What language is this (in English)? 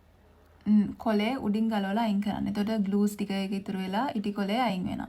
Sinhala